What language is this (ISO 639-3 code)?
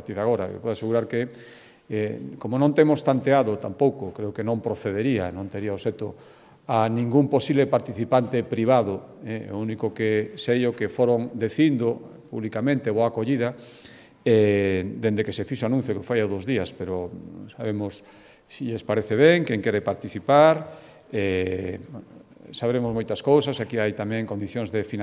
glg